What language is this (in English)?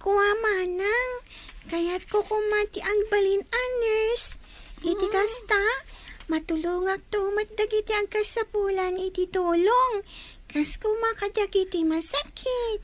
Iloko